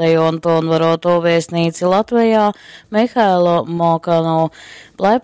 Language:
Latgalian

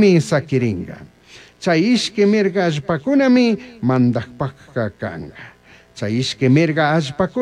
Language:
Chimborazo Highland Quichua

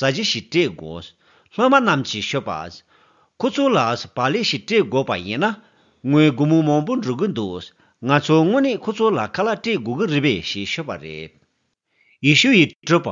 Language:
Tibetan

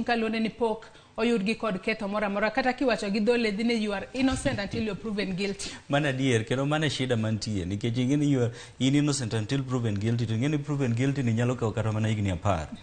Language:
Luo (Kenya and Tanzania)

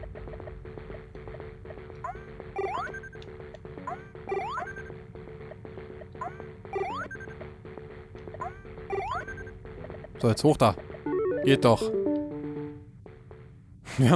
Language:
German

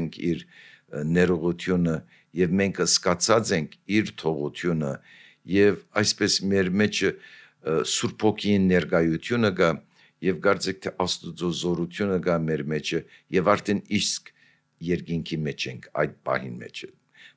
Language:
Armenian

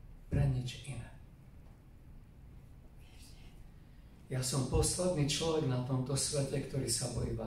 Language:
Slovak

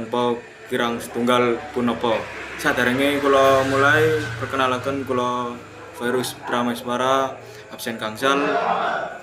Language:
Javanese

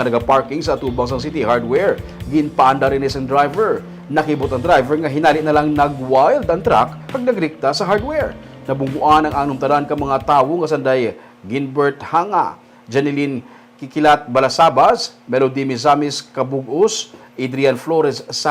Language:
Hiligaynon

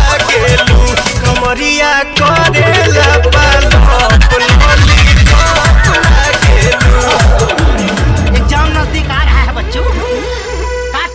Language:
Bhojpuri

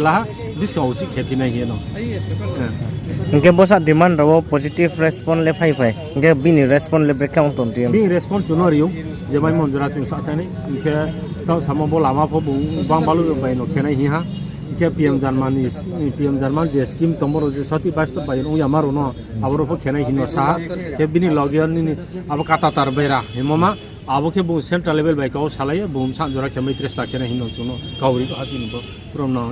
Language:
Riang (India)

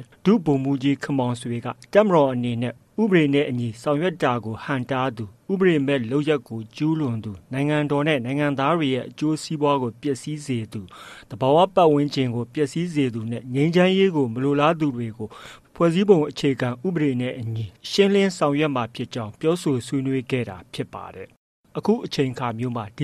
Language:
Burmese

